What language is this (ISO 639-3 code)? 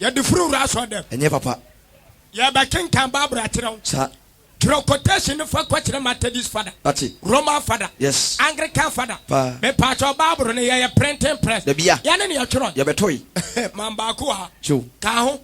aka